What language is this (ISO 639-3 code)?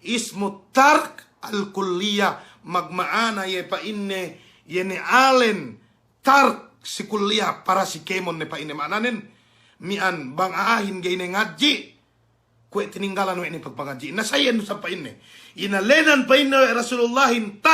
yka